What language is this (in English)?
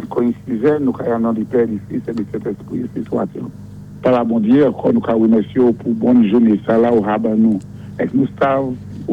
Saint Lucian Creole French